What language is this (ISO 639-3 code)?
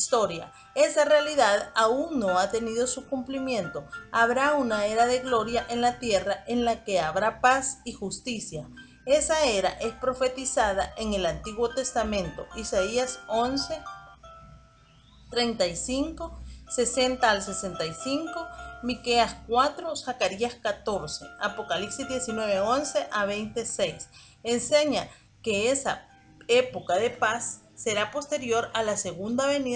spa